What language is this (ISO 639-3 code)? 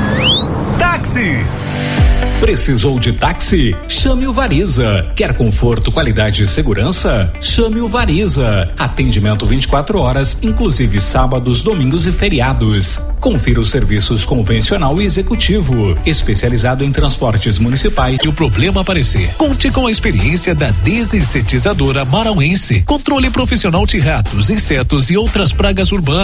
por